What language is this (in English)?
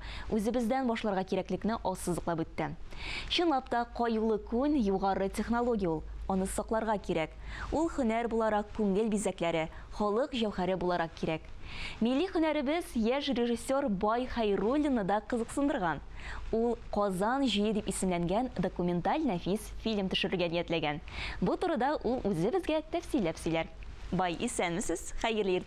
Tatar